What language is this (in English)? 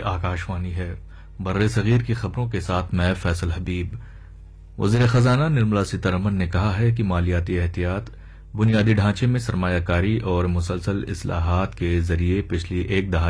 Urdu